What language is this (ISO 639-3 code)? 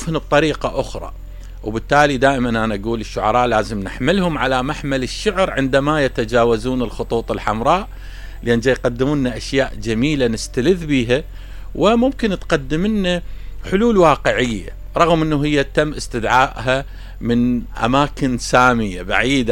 acm